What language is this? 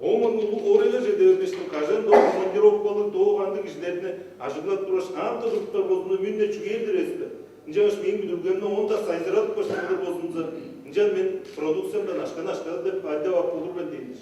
Tuvinian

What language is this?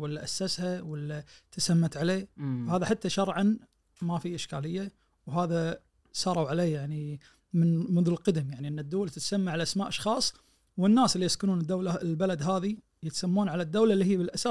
Najdi Arabic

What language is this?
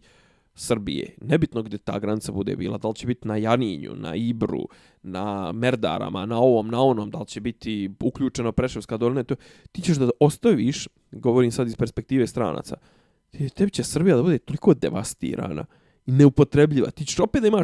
Bosnian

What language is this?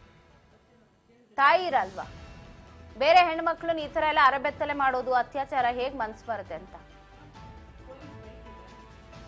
Kannada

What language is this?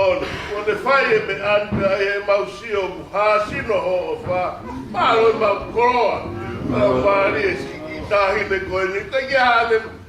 Tongan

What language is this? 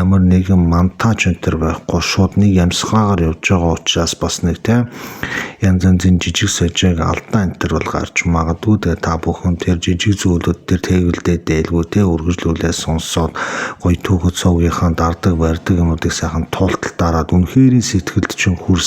Mongolian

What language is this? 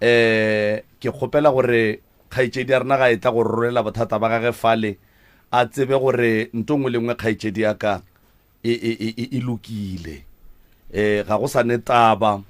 Northern Sotho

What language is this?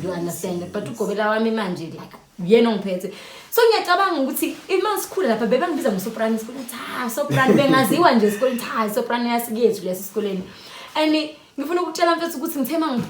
Zulu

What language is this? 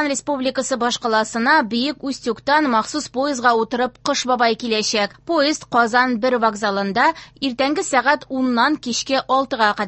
Tatar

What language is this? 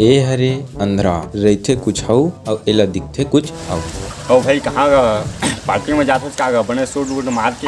Chhattisgarhi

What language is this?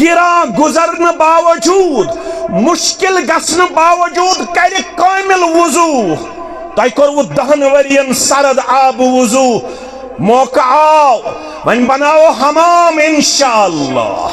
Kashmiri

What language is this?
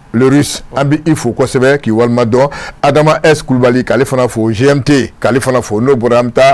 Bambara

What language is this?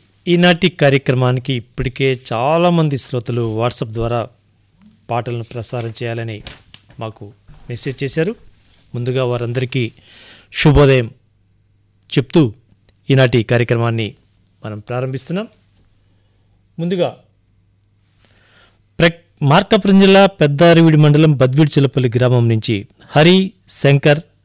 Telugu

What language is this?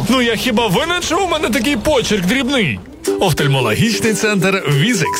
Ukrainian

